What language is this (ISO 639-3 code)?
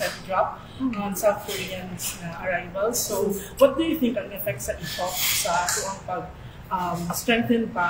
ceb